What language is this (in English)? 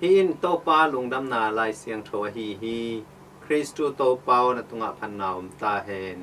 Tedim Chin